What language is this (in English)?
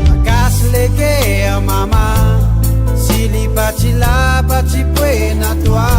Morisyen